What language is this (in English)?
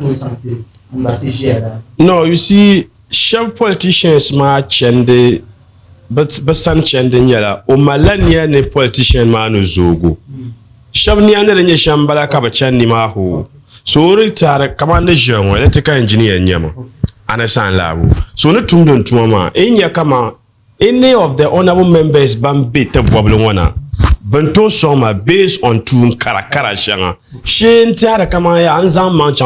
Dagbani